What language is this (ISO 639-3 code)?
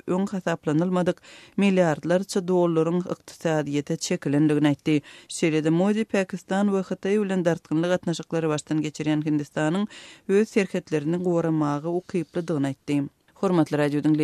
tuk